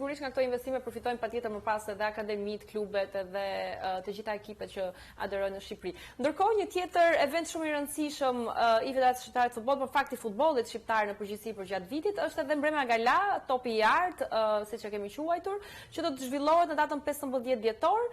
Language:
Albanian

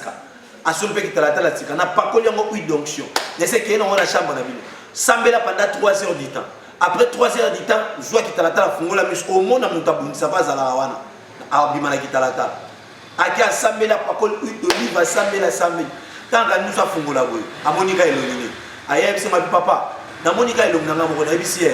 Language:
Lingala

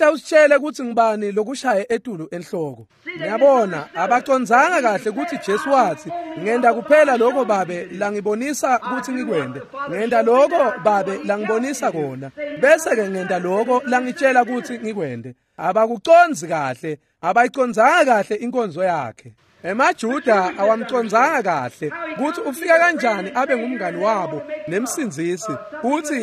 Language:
Swati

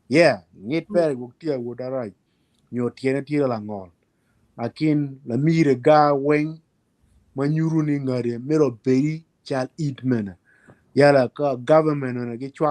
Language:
Acoli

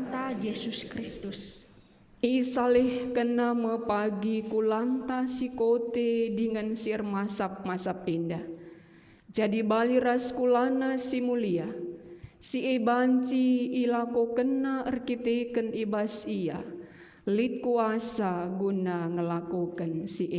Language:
Batak Karo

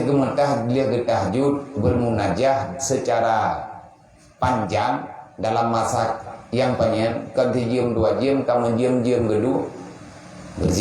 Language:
Achinese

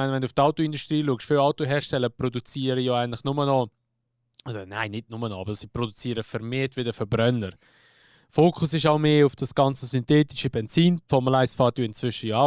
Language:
Swiss German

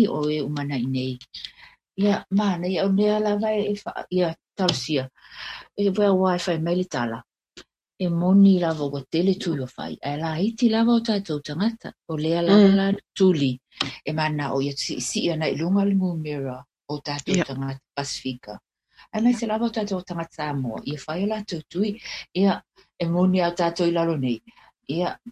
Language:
Samoan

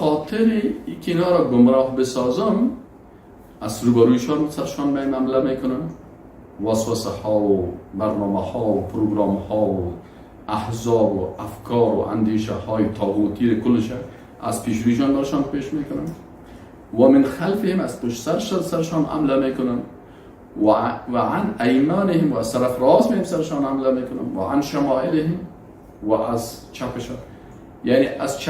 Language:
Persian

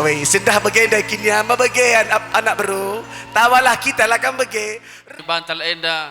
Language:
Batak Karo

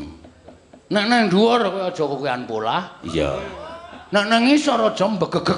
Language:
Javanese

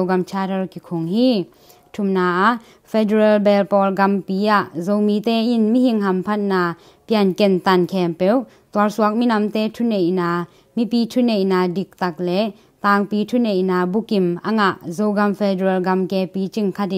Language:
Tedim Chin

